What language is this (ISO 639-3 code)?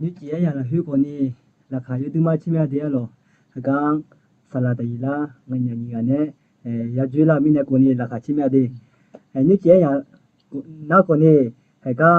ahk